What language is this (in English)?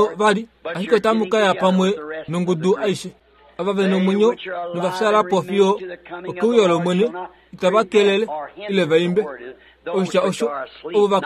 Kuanyama